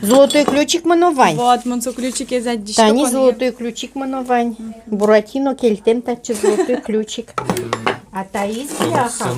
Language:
Udmurt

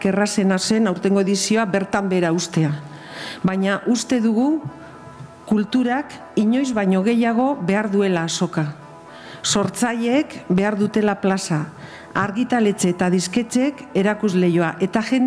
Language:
Basque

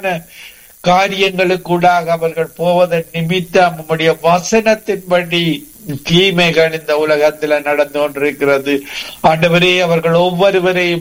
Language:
Tamil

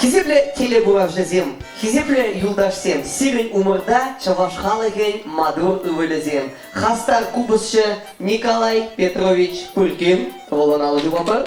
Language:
Chuvash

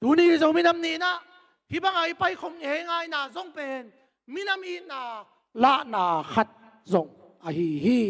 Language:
Tedim Chin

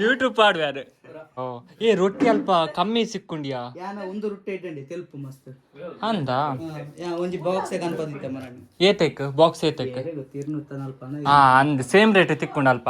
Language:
Tulu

